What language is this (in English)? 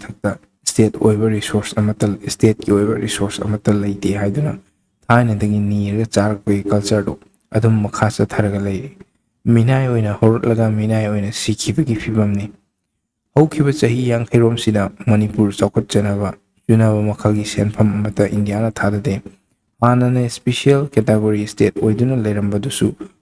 Manipuri